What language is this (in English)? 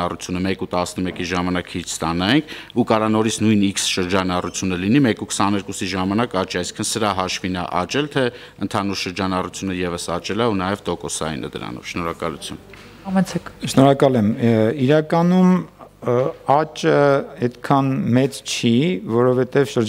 Armenian